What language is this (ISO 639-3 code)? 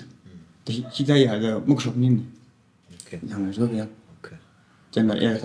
nmf